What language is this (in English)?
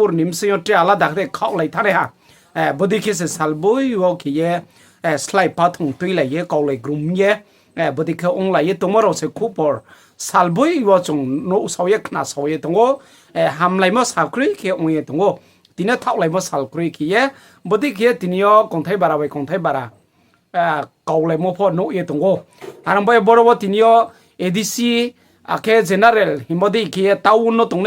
Riang (India)